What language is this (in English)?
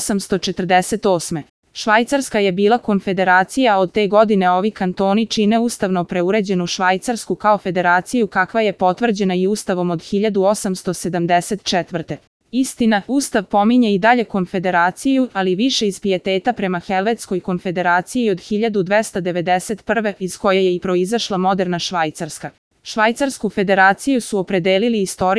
Serbian